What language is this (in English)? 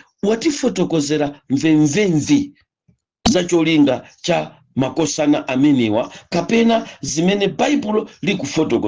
Nyanja